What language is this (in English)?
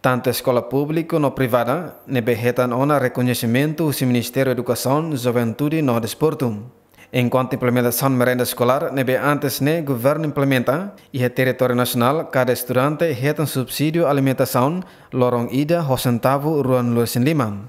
Tetum